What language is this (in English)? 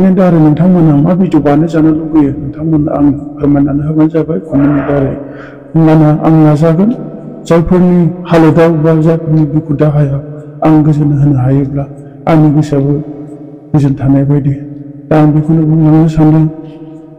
Bodo